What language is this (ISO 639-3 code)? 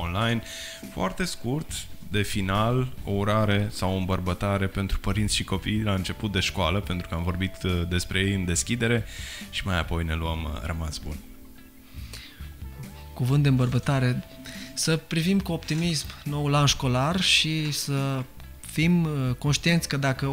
ron